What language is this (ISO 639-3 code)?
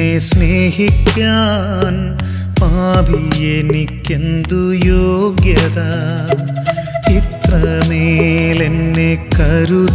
mal